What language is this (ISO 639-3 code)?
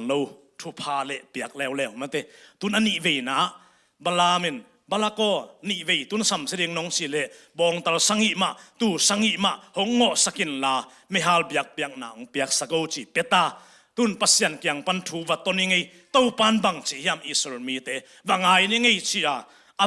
ctd